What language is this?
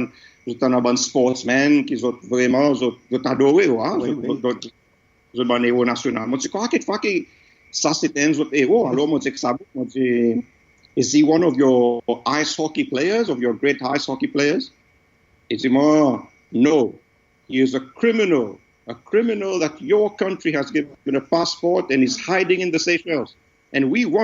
Seselwa Creole French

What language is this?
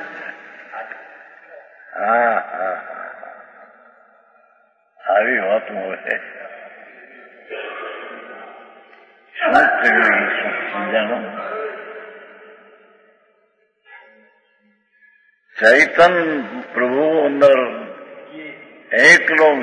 Gujarati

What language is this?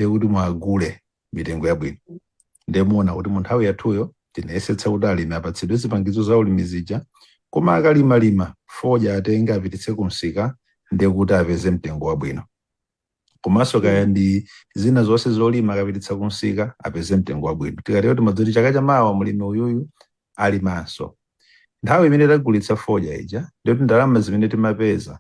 Nyanja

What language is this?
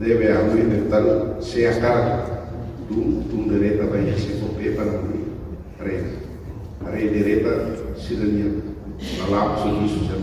Tetum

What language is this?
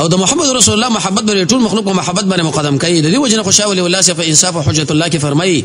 Pashto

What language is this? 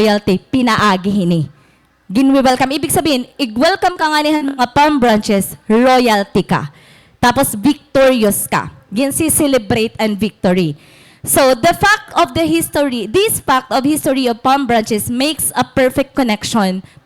Waray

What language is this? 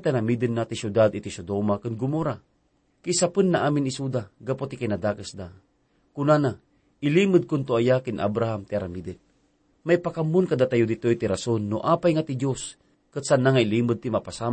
Iloko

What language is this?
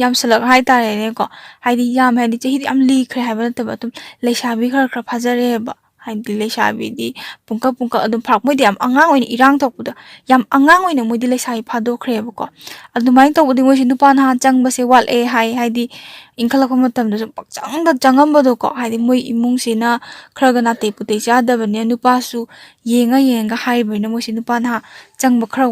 Manipuri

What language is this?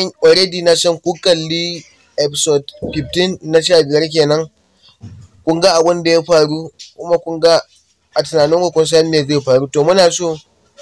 Hausa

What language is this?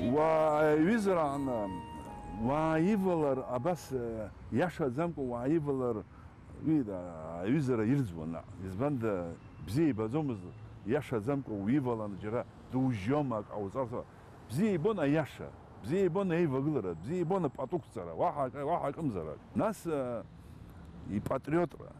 Abkhazian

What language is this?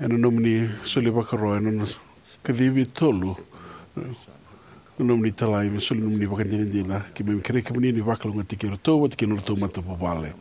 Fijian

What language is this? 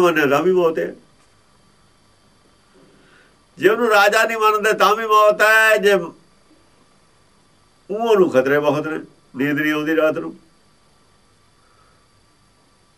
Punjabi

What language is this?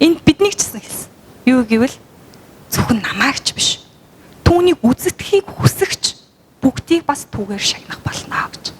Mongolian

